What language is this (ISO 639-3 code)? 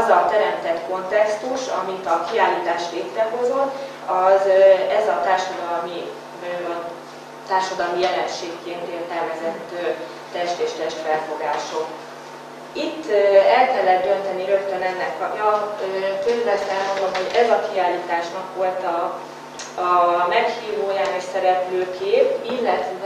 hun